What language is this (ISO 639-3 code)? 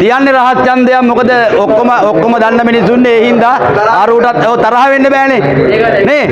sin